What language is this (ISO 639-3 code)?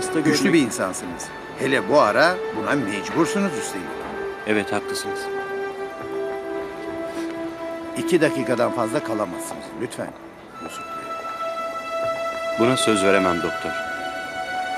tur